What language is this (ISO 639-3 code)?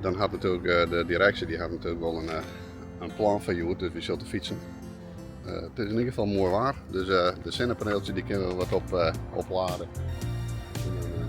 fry